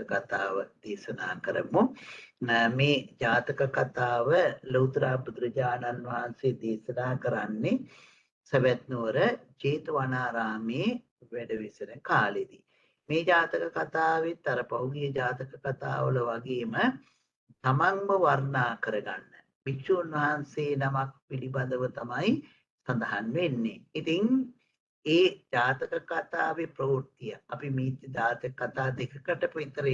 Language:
Sinhala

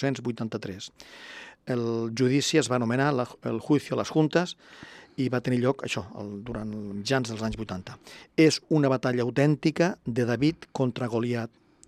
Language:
Catalan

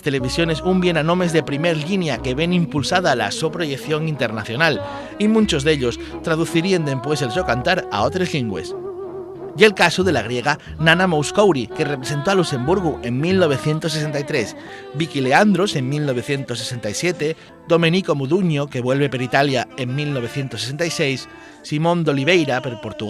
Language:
Asturian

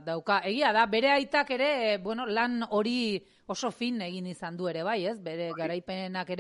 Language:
Basque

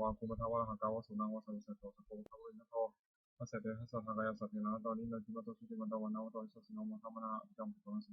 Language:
Pali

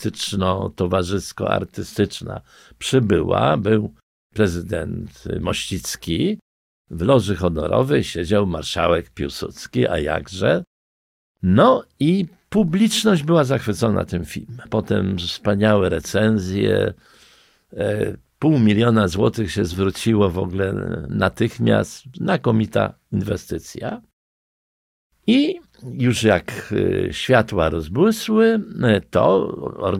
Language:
Polish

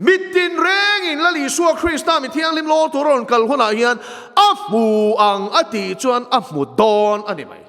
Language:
Mizo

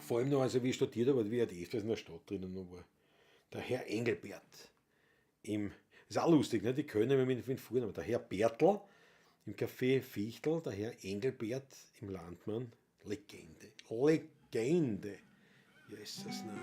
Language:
Bavarian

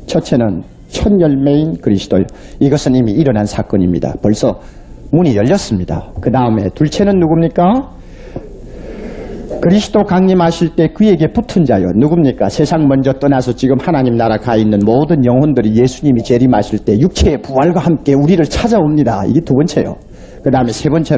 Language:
Korean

